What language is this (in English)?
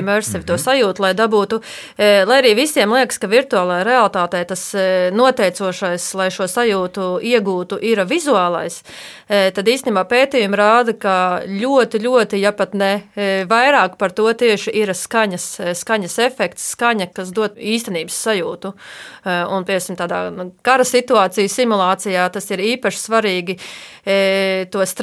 Latvian